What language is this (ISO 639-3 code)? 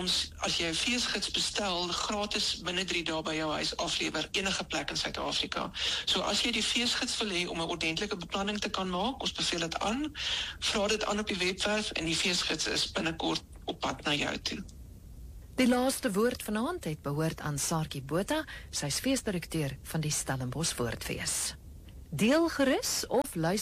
afr